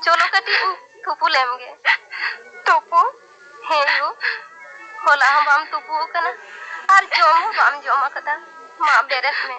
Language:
Santali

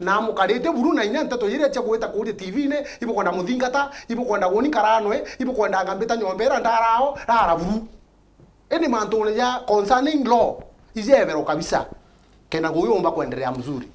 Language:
Meru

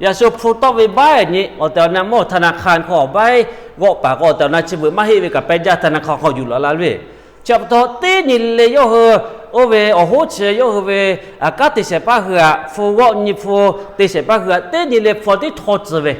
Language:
Lahu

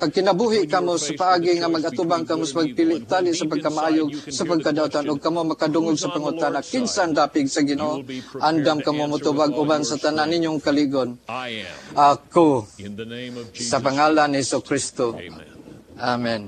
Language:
Cebuano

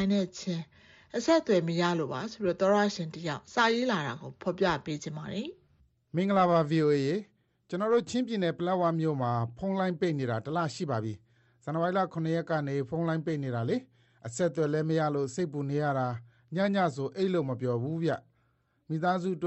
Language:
Burmese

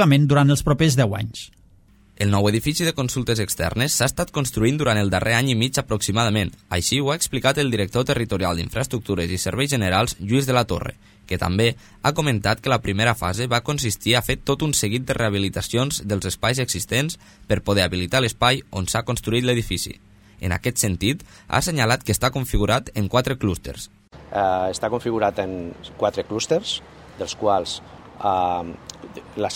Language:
Catalan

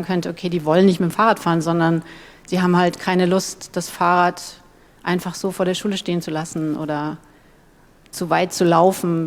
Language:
German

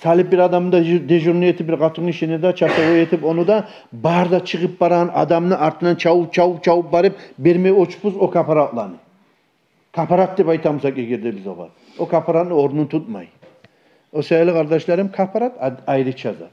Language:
Kumyk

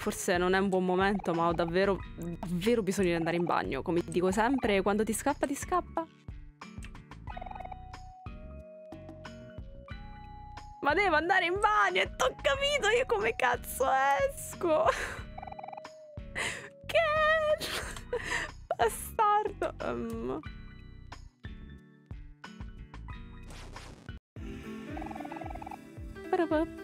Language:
Italian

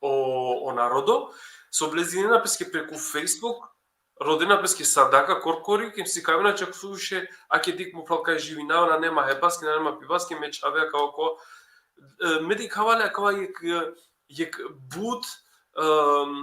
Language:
Balkan Romani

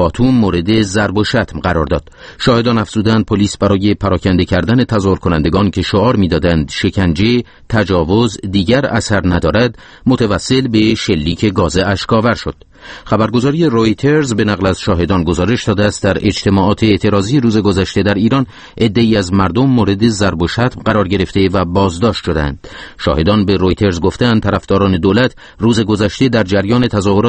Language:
Persian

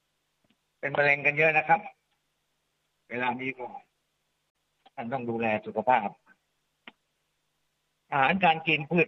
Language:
Thai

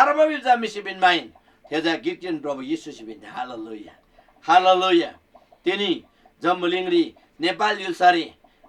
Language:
Eastern Tamang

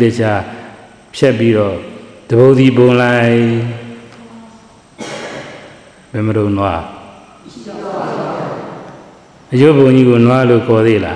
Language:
Burmese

